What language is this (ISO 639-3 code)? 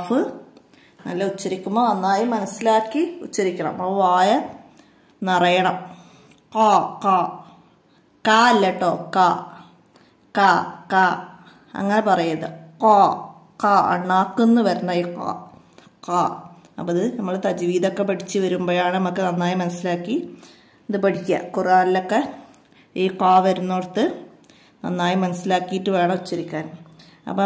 mal